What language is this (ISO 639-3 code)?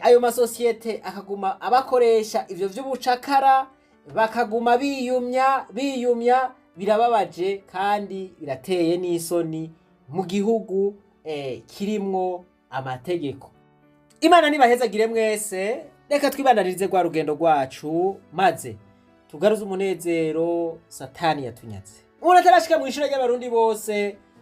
run